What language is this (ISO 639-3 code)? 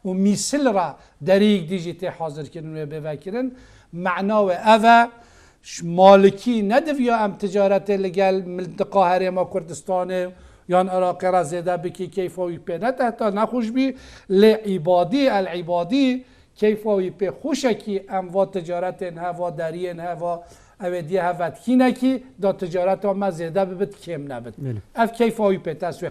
kur